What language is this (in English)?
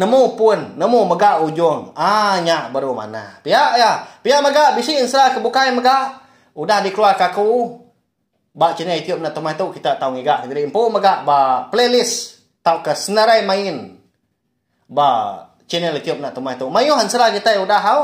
Iban